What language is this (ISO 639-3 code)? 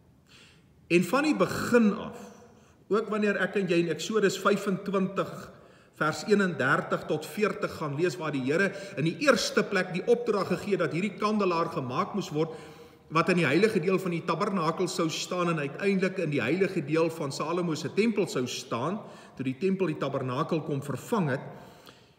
afr